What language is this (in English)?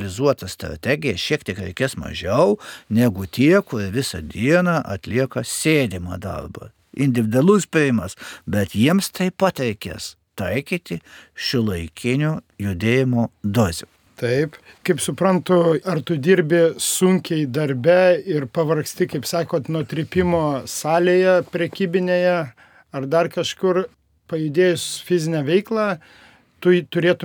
Lithuanian